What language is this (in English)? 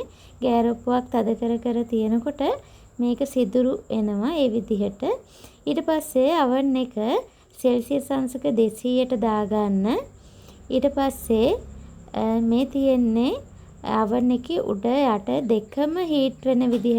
Sinhala